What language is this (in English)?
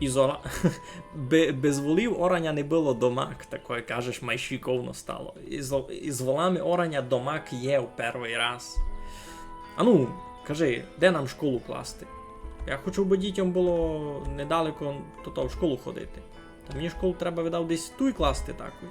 Rusyn